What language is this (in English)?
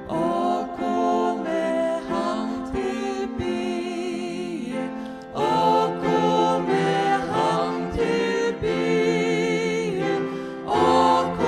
Faroese